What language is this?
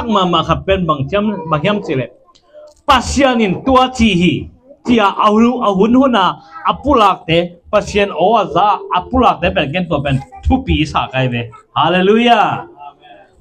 Tedim Chin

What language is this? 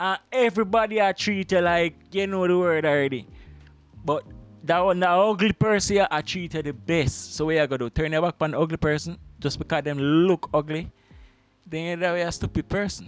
Jamaican Creole English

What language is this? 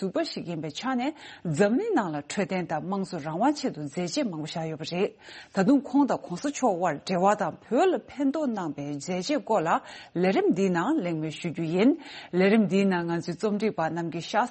Tibetan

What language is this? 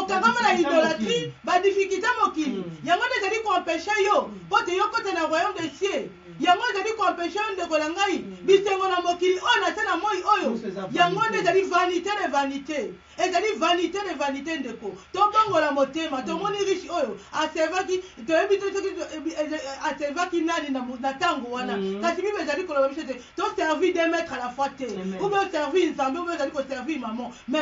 Lingala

